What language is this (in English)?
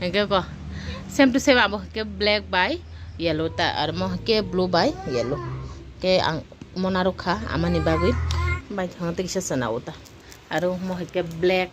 Kok Borok